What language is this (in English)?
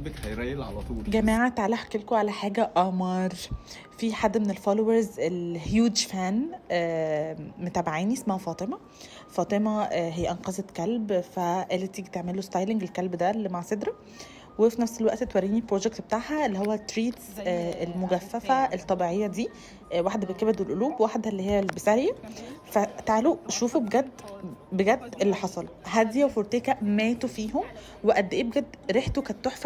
Egyptian Arabic